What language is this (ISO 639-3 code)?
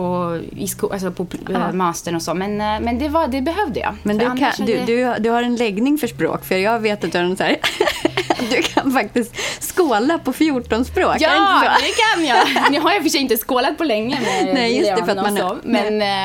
swe